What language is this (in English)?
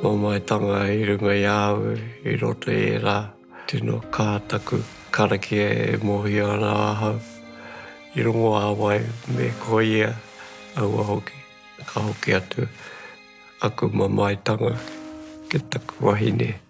Māori